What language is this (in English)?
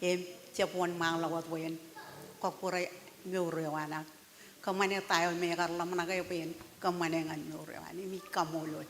Marshallese